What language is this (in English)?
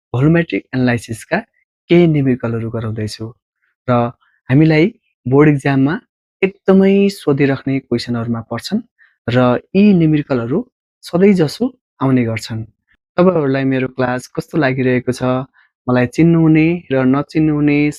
Nepali